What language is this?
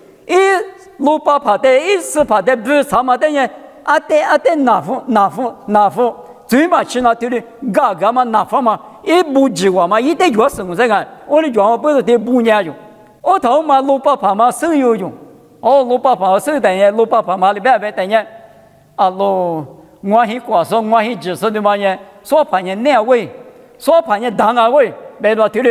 Lisu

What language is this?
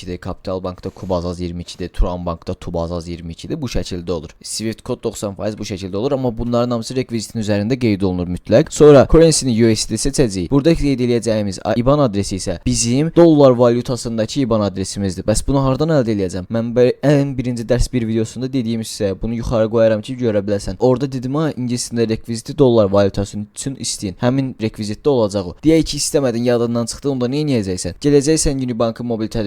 Azerbaijani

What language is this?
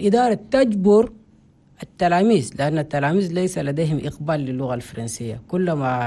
Chadian Arabic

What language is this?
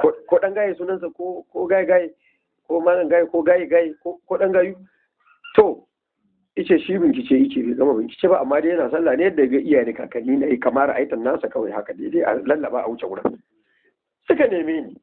Hausa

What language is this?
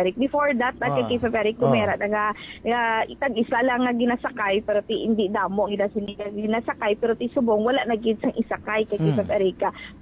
Hiligaynon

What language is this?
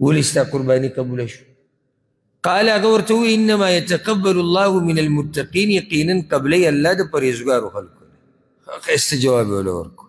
Pashto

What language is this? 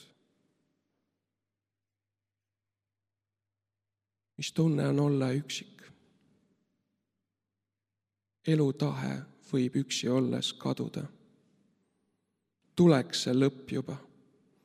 Estonian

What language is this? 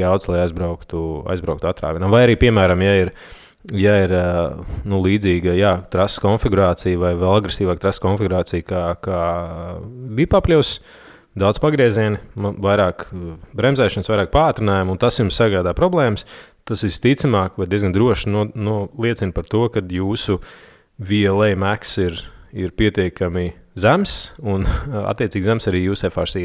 Latvian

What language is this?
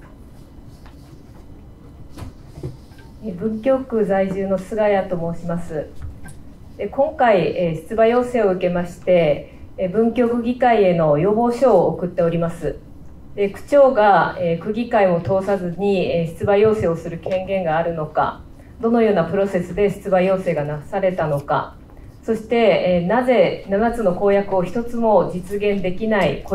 Japanese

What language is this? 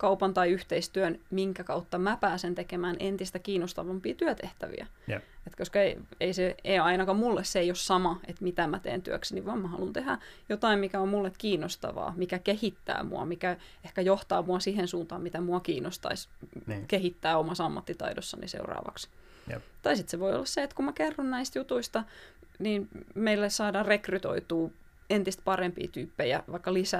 Finnish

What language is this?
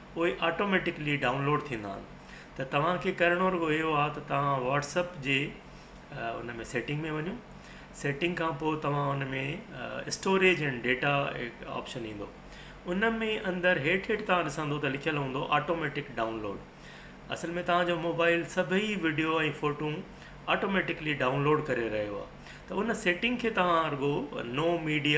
Sindhi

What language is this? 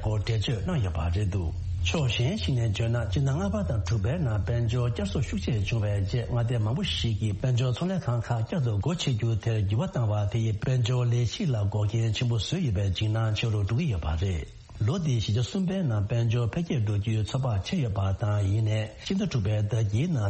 Tibetan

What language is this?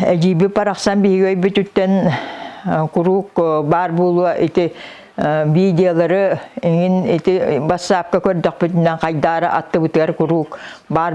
Yakut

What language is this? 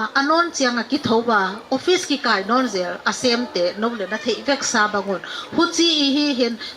Paite Chin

